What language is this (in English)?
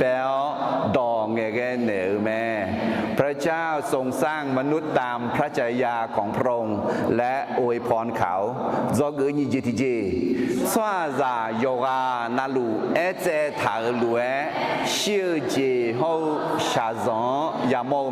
Akha